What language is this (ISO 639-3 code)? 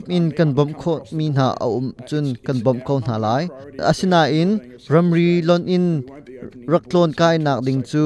cnh